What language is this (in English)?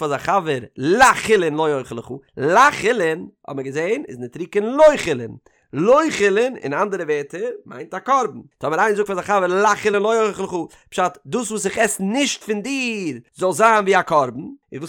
Yiddish